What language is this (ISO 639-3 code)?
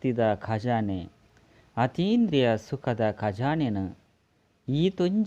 tcy